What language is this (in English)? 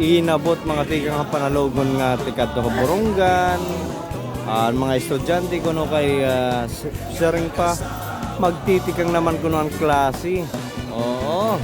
Waray